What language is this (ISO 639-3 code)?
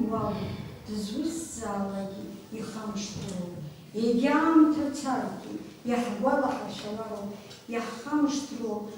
abk